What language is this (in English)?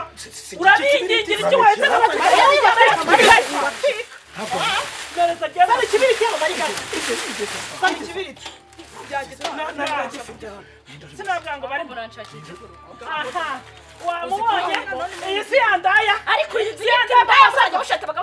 Kinyarwanda